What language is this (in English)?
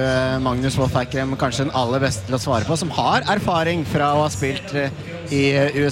Norwegian